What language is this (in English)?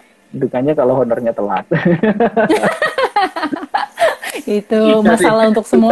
Indonesian